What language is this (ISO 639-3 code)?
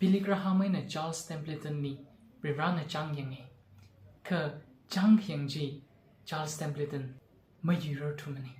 nmf